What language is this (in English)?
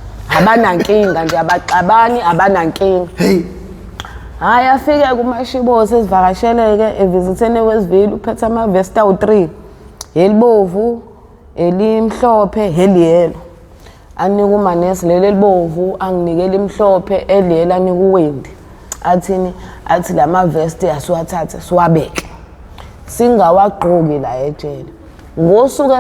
Zulu